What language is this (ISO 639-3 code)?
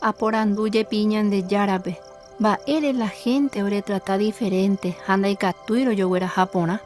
grn